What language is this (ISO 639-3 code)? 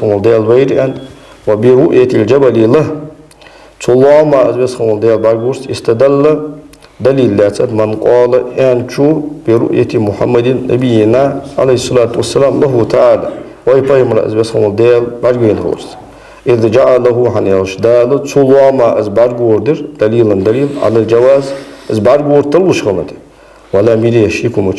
inh